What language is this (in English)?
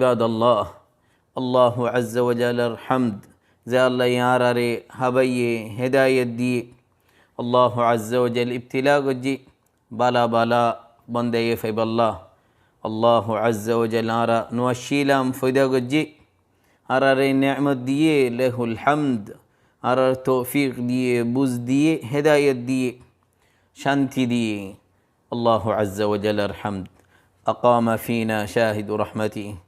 Rohingya